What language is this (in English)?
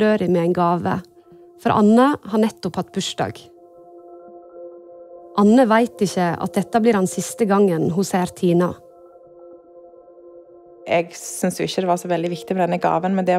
Norwegian